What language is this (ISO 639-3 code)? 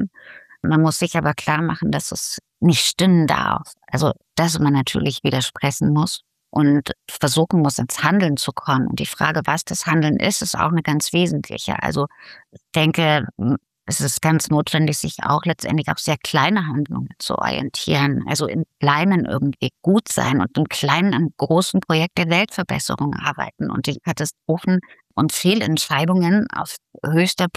deu